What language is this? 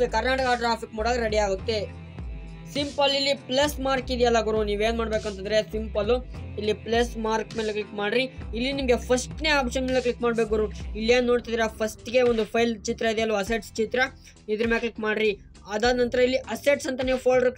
Kannada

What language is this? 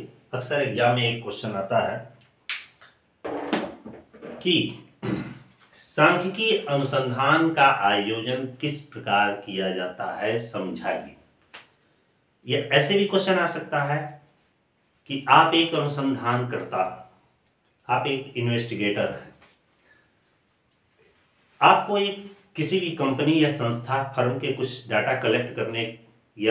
Hindi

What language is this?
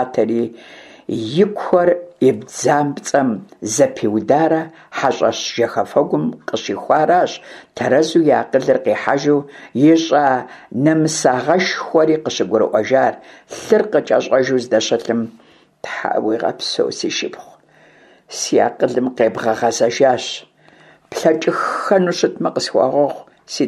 Kabardian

